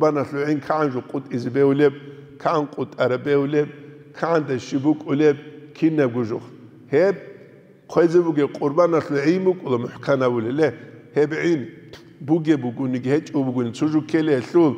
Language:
Avaric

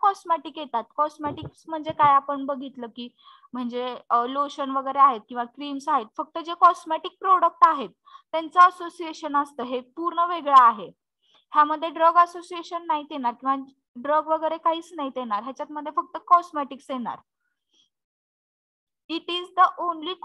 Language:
Marathi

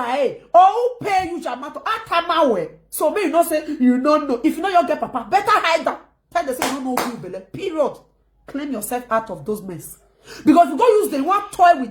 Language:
Nigerian Pidgin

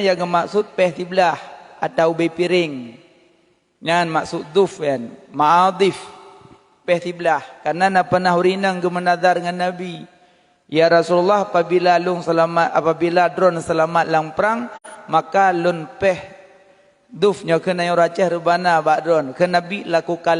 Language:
Achinese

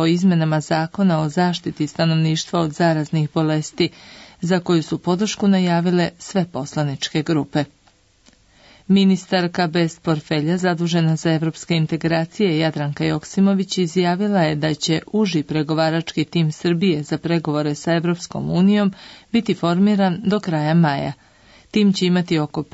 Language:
Serbian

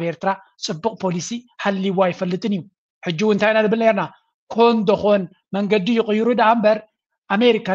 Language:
Tigrinya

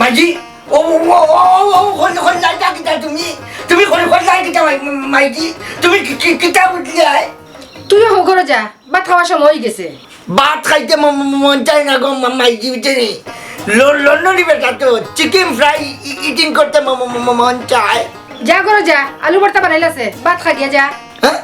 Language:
Sylheti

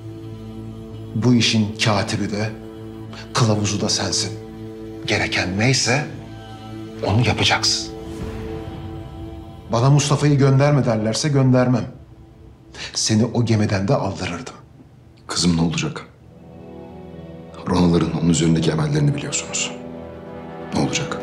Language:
Turkish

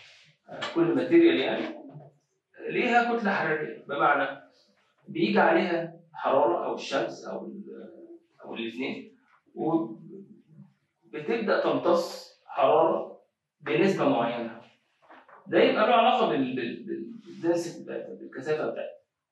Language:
Egyptian Arabic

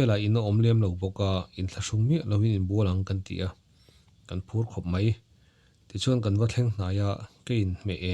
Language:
Mizo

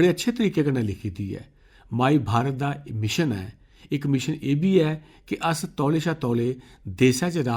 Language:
Dogri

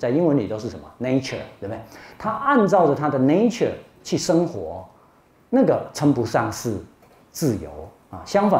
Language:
Chinese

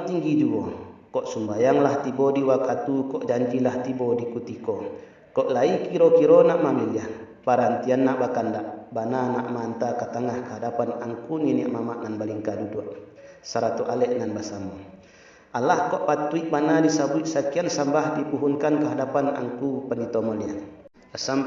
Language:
Minangkabau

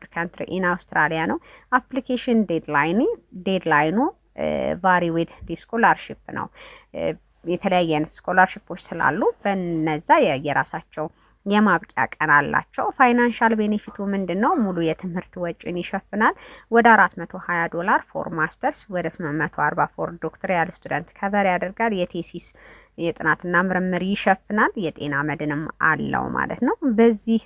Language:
Amharic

